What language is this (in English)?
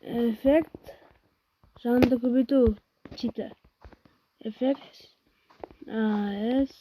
Kara-Kalpak